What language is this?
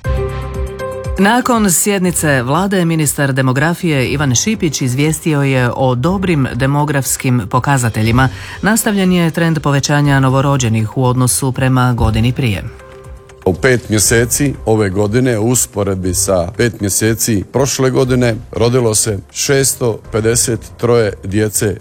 Croatian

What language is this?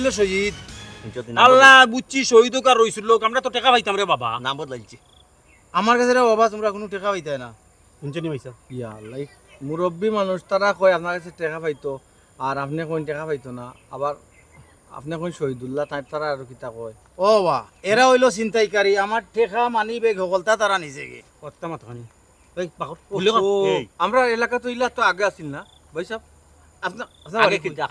Sylheti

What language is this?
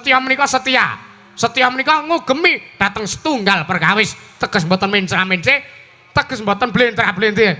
Javanese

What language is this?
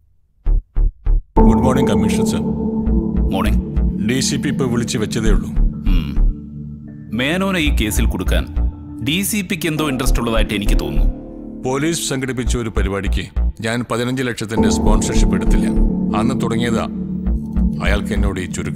Malayalam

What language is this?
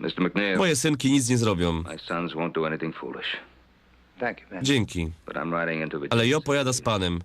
Silesian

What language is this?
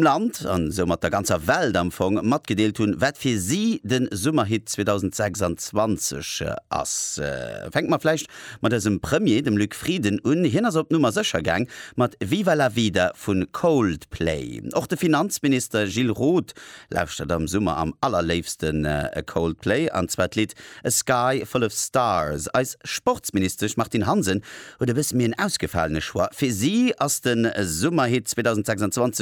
Luxembourgish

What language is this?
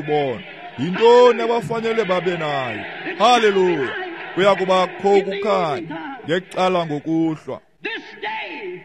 Xhosa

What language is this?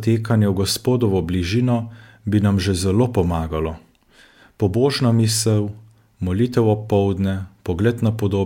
Slovenian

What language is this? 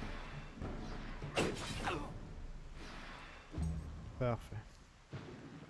French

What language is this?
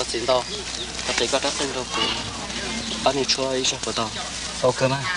Hmong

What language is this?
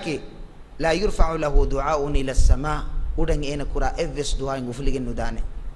Divehi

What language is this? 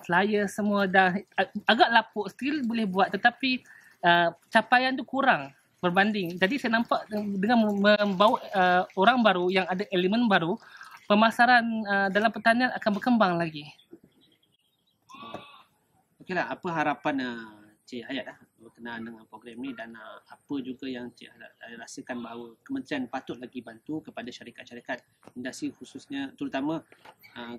Malay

